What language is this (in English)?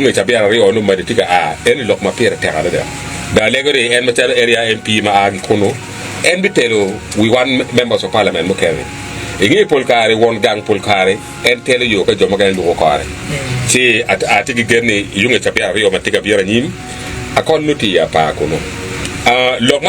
Acoli